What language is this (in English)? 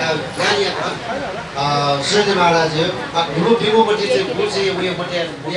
Newari